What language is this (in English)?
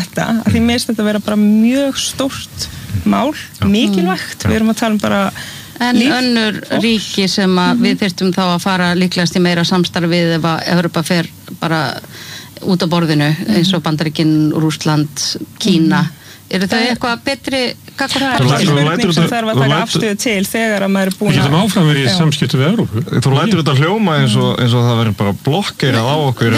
Icelandic